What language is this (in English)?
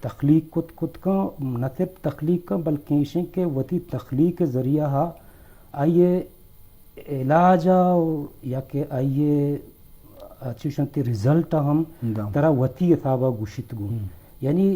Eastern Balochi